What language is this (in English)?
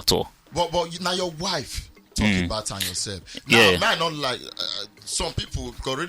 Nigerian Pidgin